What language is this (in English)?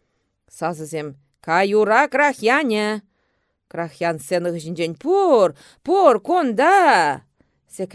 Chuvash